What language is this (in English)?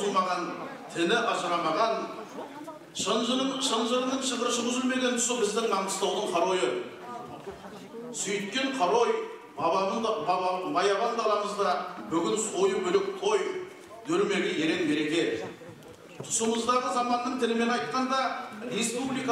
Kazakh